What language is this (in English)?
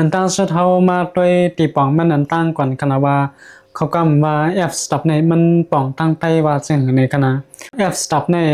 Shan